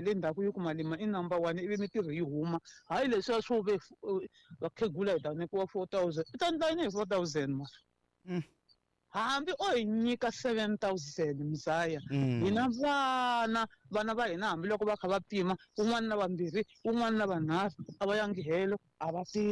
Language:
Tsonga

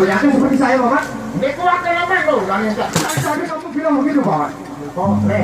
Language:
Sasak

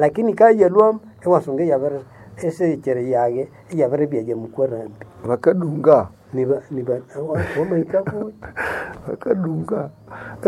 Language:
Nande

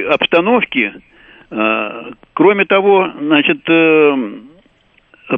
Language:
Russian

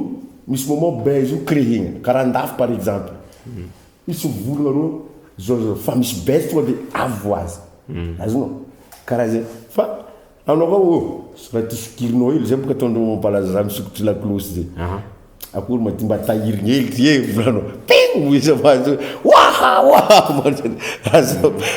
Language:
Malagasy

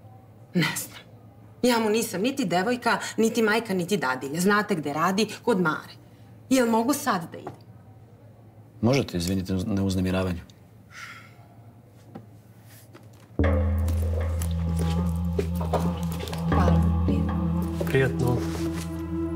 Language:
Serbian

